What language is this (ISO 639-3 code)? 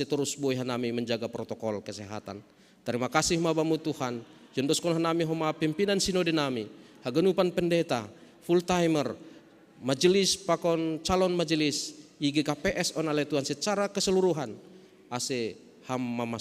bts